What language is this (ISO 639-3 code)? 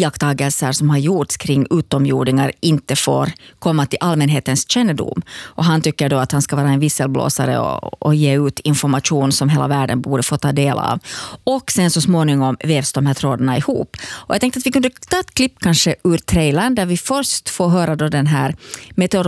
swe